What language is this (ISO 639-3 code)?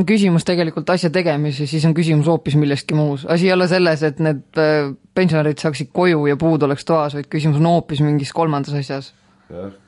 est